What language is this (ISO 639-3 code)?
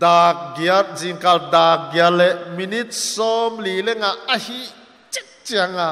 pck